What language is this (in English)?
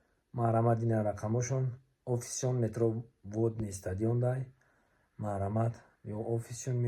Tajik